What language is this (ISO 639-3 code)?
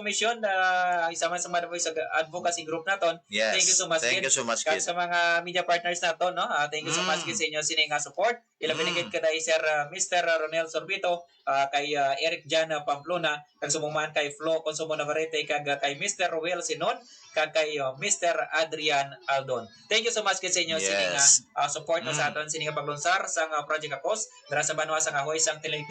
hil